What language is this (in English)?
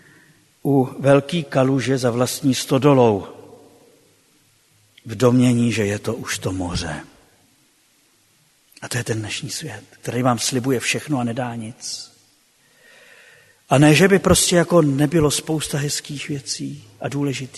Czech